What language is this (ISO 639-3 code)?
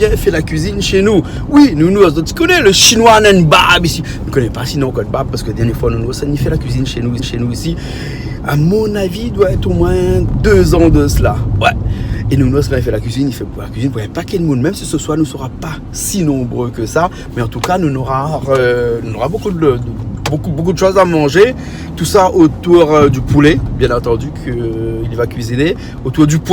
rcf